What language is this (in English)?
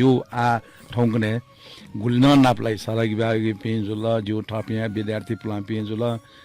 Newari